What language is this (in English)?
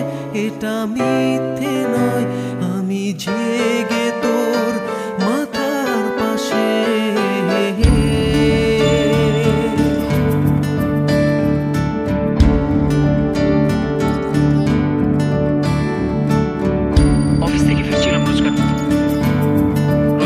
Bangla